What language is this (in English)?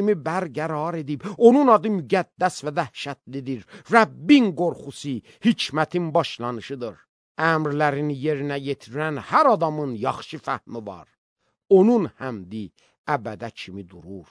Azerbaijani